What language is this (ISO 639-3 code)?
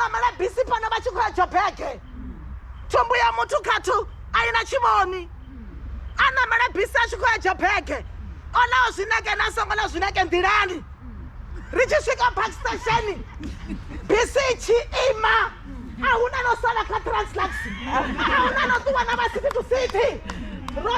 ven